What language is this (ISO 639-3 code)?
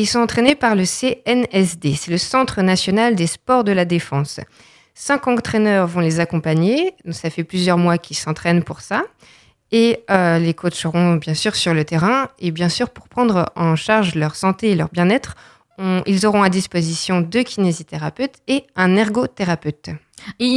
fra